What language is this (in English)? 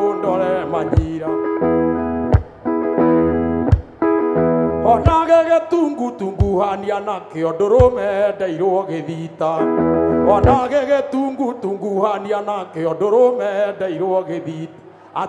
Kikuyu